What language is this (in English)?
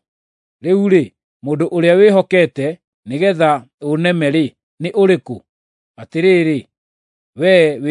Kikuyu